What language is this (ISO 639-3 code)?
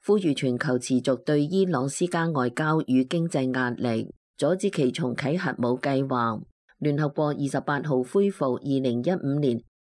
yue